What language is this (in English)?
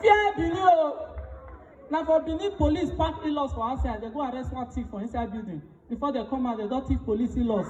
Nigerian Pidgin